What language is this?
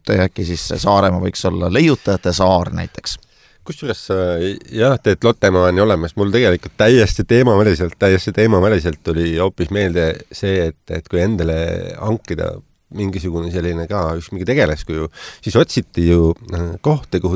Estonian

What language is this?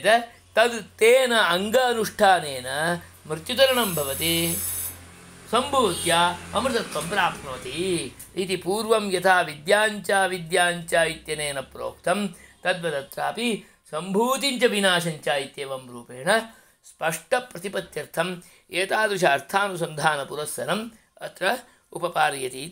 Sanskrit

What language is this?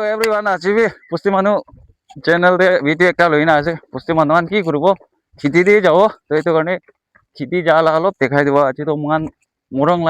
Naga Pidgin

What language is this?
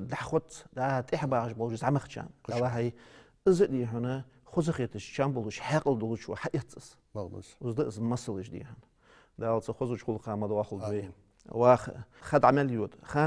Ingush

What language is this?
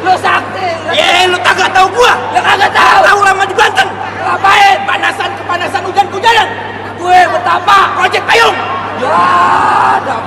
Betawi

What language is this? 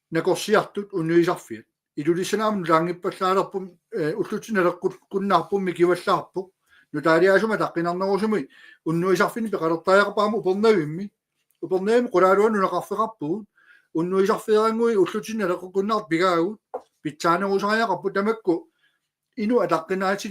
Kalaallisut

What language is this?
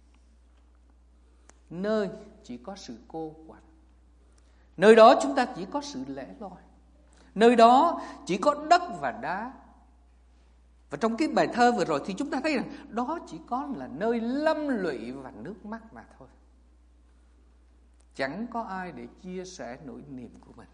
Vietnamese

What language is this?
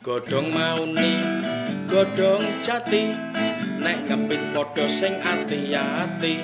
Javanese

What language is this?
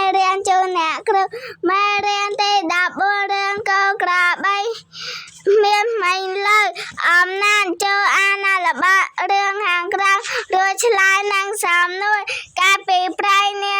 Khmer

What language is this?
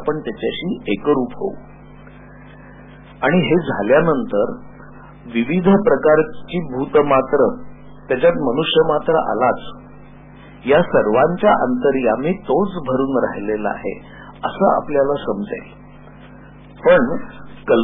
Marathi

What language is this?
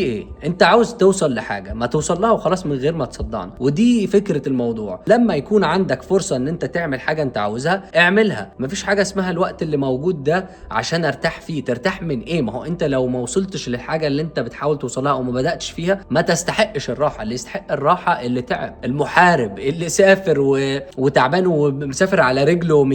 Egyptian Arabic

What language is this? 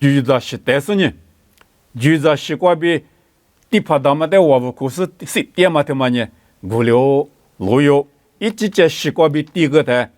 Lisu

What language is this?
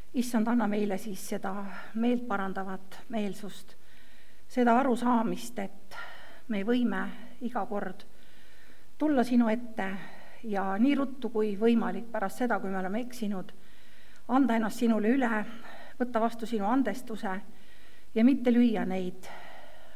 Estonian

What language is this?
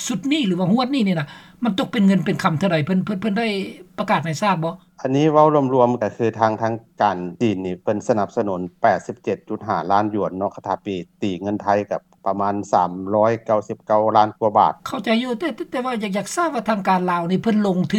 Lao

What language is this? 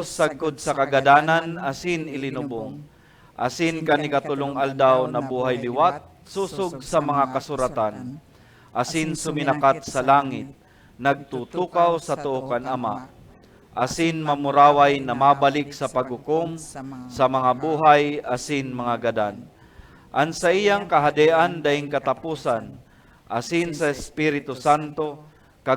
Bikol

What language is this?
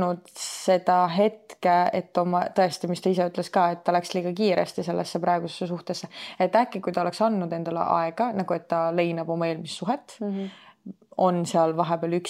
Estonian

